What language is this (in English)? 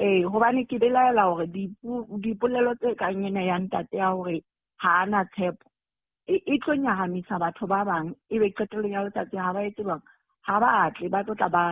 Southern Sotho